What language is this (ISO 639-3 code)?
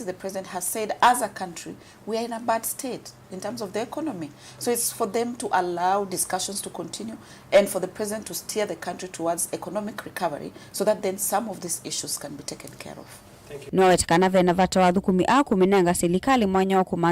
kam